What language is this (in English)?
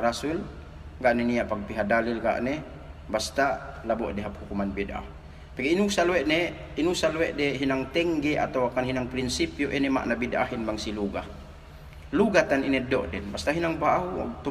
Yakan